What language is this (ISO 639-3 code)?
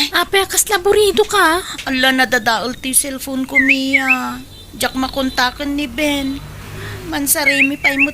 ilo